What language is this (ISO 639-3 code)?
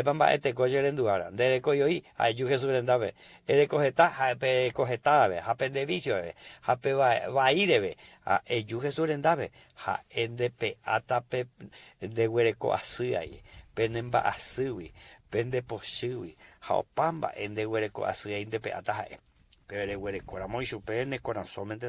grn